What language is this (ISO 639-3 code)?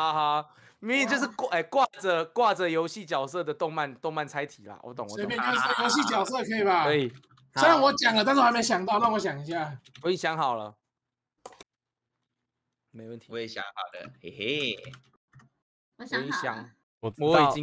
zho